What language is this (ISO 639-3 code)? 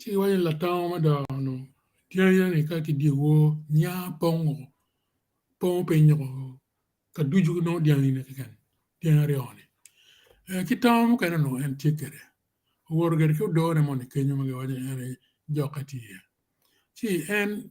ach